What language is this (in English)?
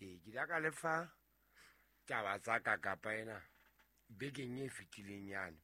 Southern Sotho